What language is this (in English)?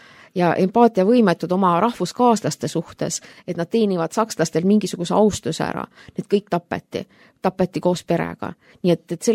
Estonian